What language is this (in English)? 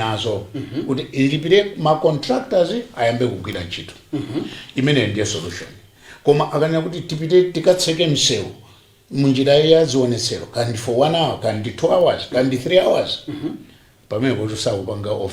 Nyanja